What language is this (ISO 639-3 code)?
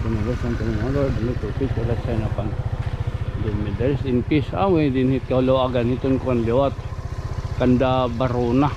war